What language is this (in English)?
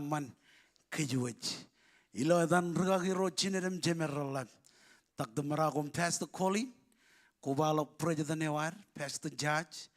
Marshallese